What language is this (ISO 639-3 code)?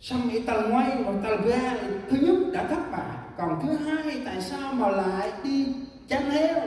cmo